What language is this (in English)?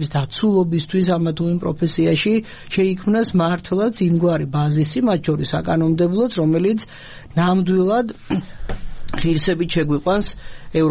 Georgian